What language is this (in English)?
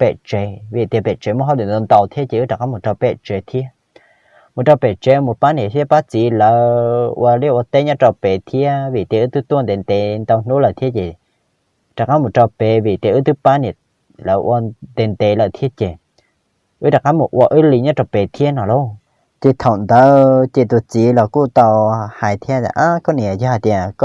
Hmong